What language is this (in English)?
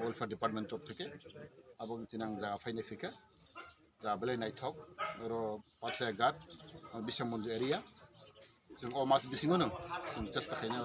Kok Borok